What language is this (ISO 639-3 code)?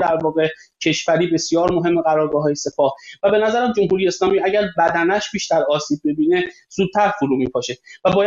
fas